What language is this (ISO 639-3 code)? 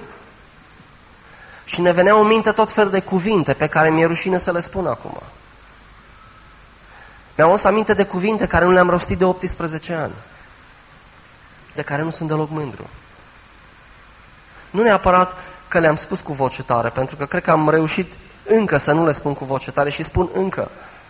ron